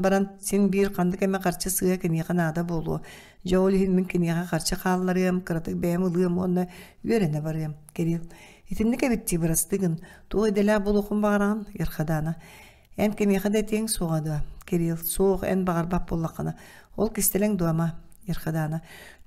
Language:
Yakut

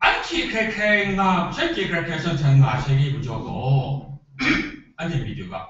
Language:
Kachin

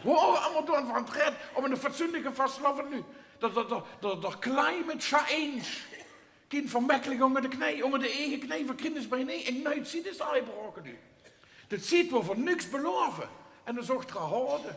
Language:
Limburgish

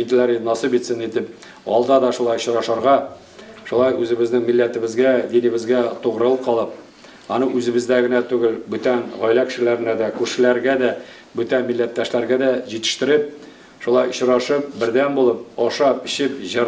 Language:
Tatar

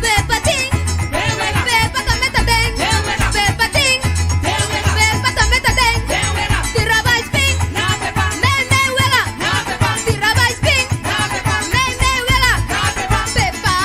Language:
Papiamento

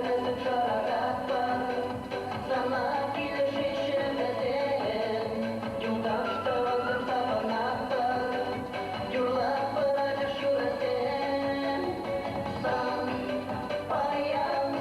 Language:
Chuvash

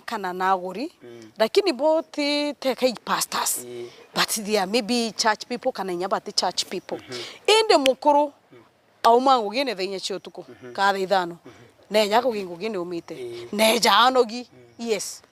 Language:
Meru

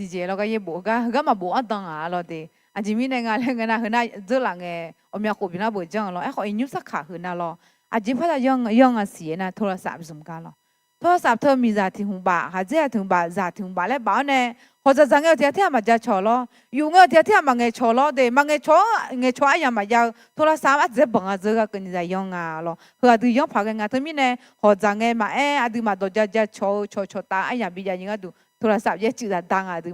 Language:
Akha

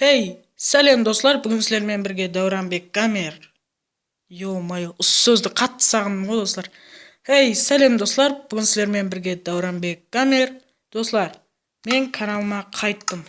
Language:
Kara-Kalpak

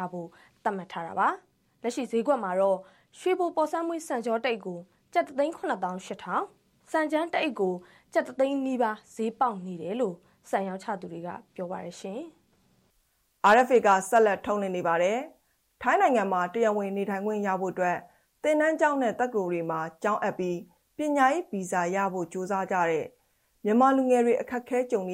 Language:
Burmese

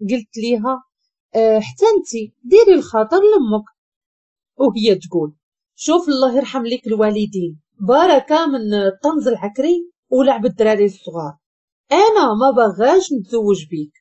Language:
Moroccan Arabic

